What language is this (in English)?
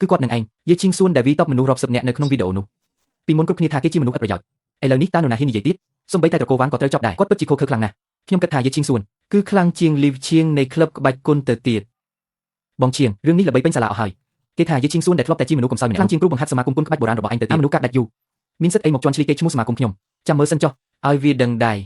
Khmer